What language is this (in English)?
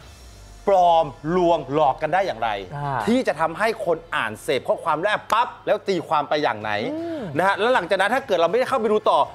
Thai